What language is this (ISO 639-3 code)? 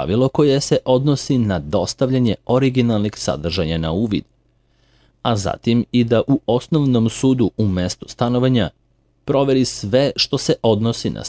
srp